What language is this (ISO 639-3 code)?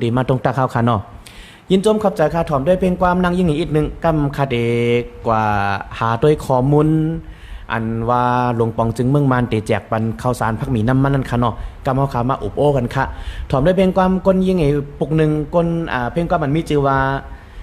shn